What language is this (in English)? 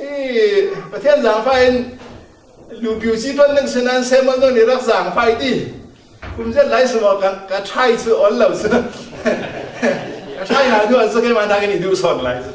Falam Chin